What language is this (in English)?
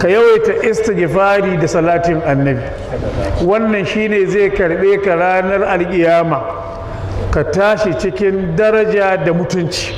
Hausa